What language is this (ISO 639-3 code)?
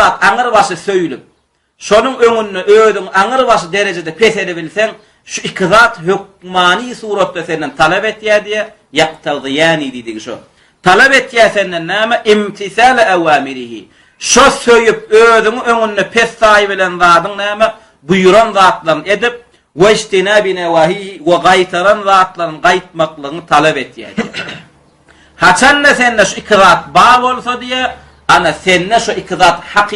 tuk